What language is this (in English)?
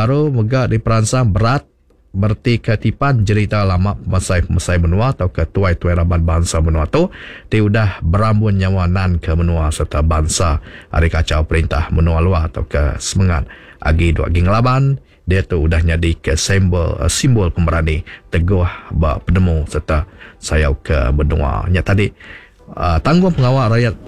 Iban